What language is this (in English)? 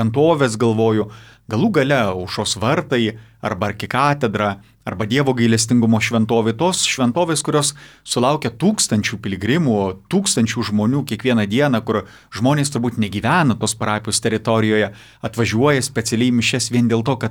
Lithuanian